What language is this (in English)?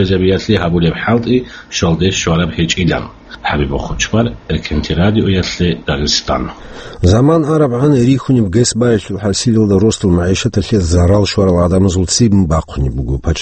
Avaric